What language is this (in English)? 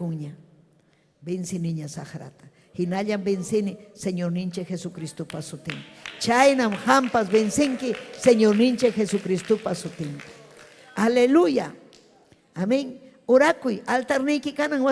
Ayacucho Quechua